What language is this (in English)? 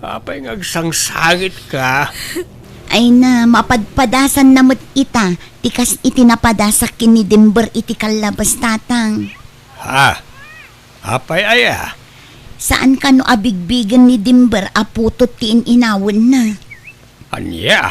Iloko